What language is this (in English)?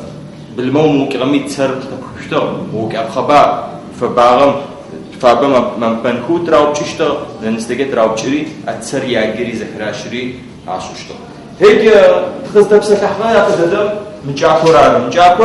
Adyghe